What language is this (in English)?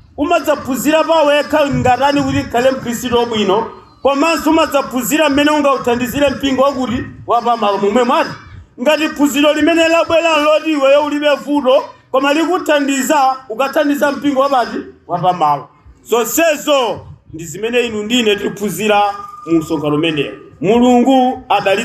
Nyanja